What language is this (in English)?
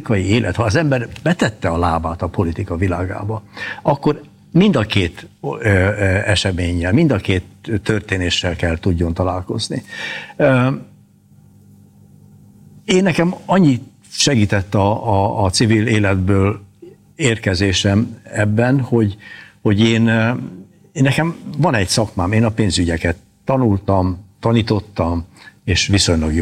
Hungarian